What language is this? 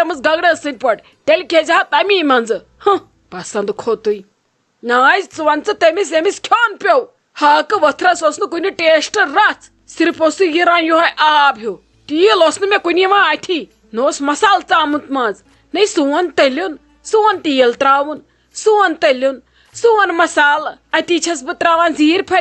Kashmiri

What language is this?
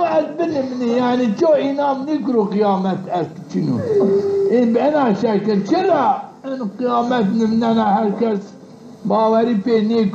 Zaza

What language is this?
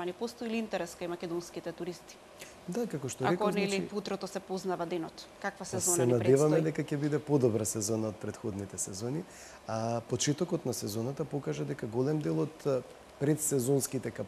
Macedonian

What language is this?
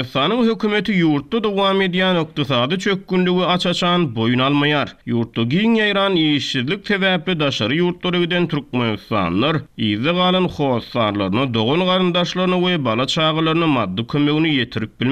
Turkmen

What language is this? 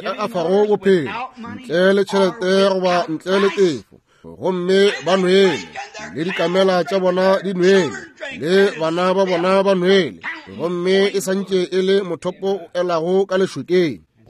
Northern Sotho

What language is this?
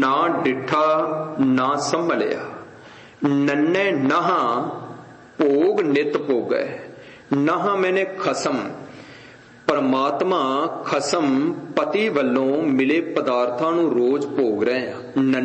Punjabi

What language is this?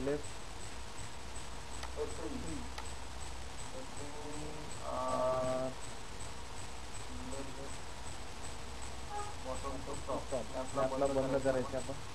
Marathi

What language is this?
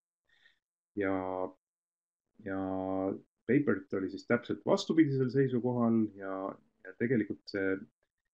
Estonian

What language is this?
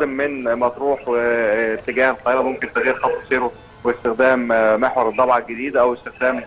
Egyptian Arabic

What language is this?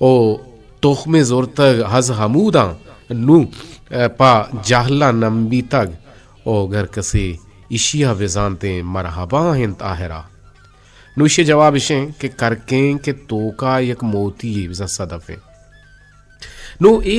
Eastern Balochi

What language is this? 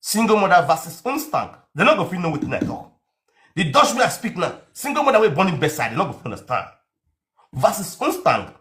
Nigerian Pidgin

